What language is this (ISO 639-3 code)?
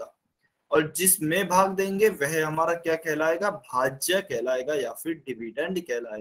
hin